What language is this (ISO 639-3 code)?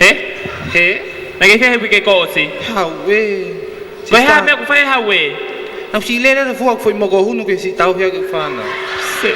ton